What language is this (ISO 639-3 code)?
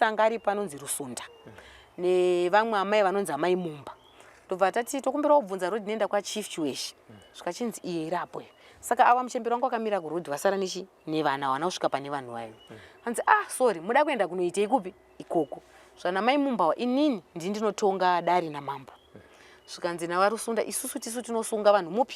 sna